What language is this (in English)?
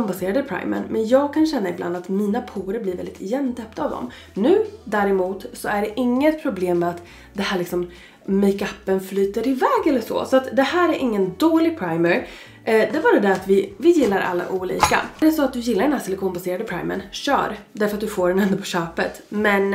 Swedish